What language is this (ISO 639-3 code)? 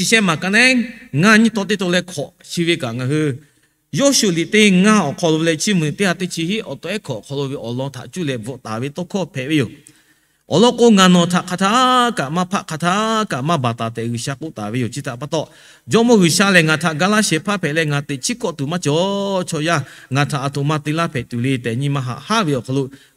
lhu